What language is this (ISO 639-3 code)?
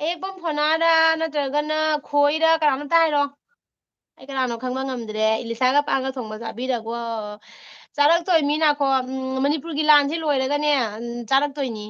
mni